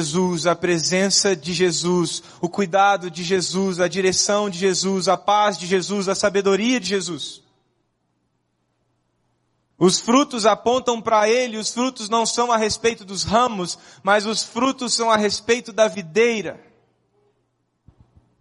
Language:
Portuguese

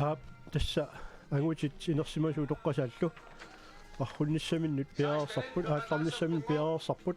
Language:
Kalaallisut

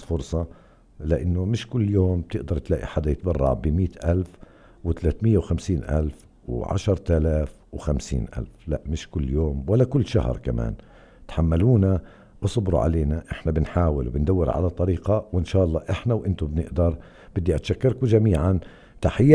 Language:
North Levantine Arabic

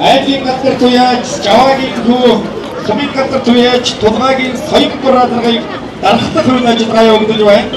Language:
Mongolian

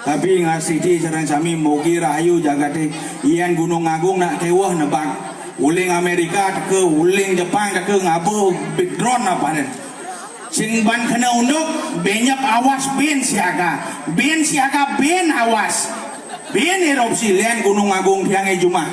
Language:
Balinese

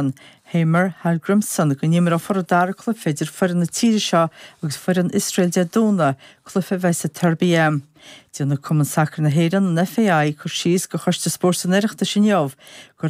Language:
Irish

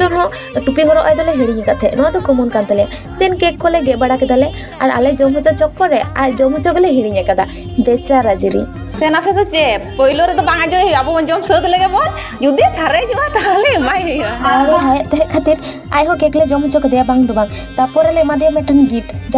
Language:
Santali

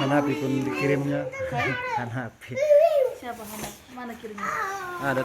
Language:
Banjar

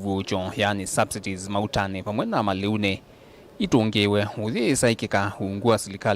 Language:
Kamba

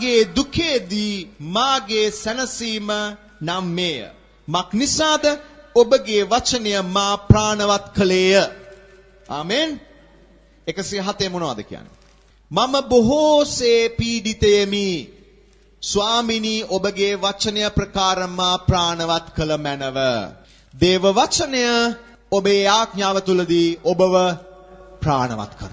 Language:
Sinhala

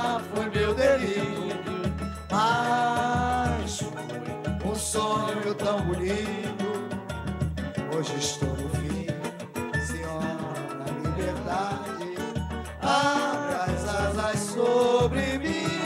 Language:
Portuguese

